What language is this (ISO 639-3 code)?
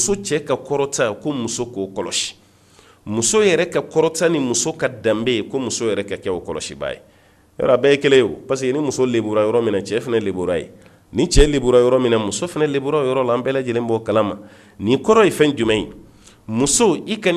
bam